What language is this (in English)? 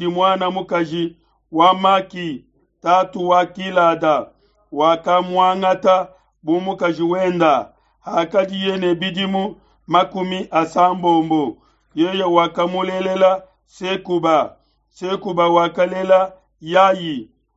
Luba-Lulua